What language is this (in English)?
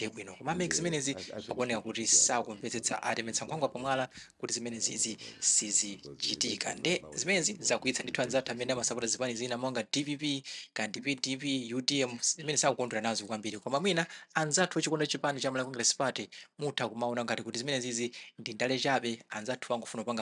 Nyanja